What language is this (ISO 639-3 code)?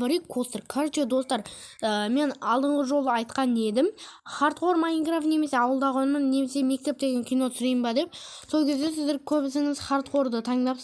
kaz